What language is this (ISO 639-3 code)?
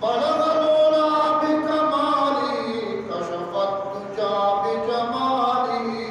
bgp